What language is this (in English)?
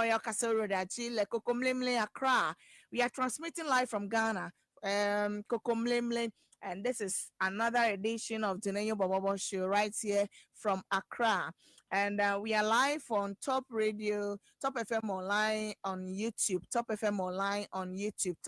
Ewe